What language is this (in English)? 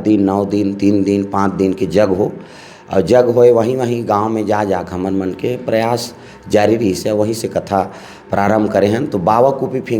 Chhattisgarhi